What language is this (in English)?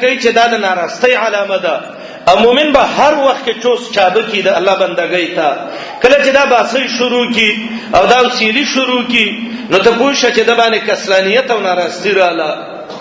Pashto